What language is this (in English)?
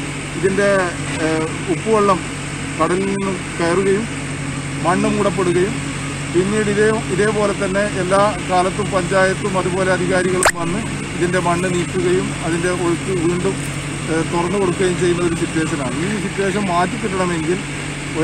Malayalam